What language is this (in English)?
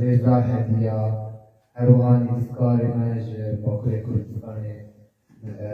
Kurdish